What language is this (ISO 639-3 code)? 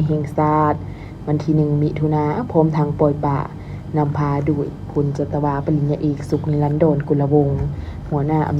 lao